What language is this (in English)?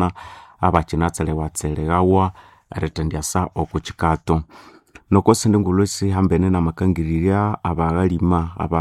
Nande